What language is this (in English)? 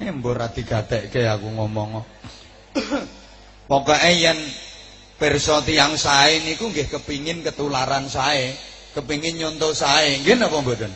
Javanese